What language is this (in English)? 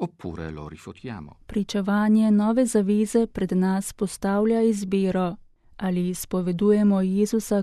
Slovenian